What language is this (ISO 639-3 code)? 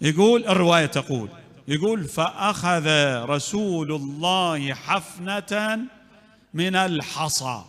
acm